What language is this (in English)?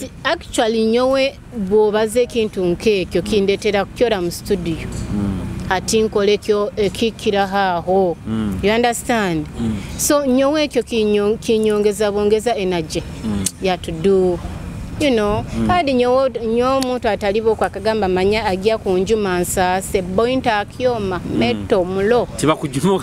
Nyoro